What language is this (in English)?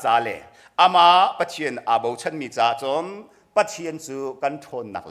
Hakha Chin